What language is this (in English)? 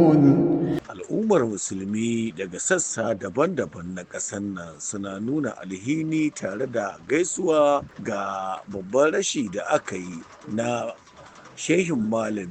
Hausa